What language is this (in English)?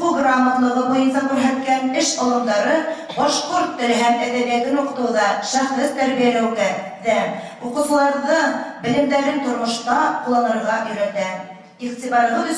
Bashkir